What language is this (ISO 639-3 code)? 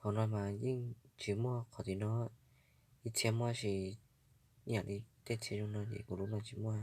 hmn